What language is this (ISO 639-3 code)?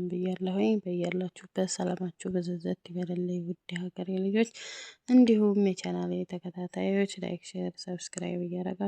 amh